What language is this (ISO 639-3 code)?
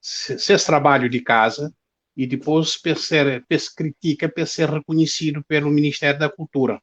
kea